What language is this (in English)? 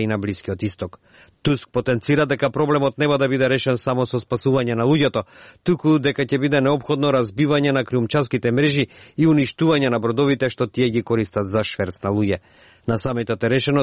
Macedonian